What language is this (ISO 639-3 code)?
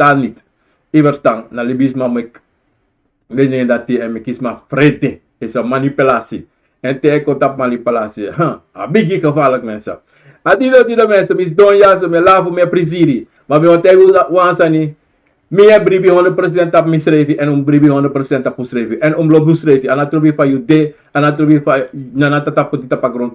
srn